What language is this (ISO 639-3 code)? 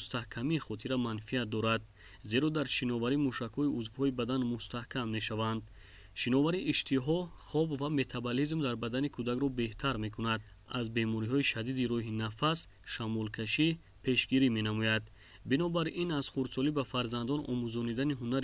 tgk